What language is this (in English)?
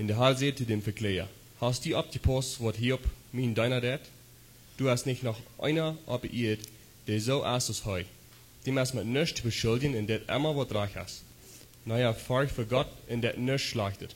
Plautdietsch